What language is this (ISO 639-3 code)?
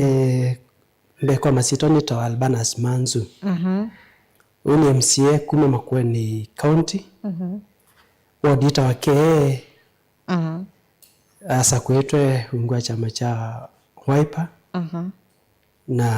kam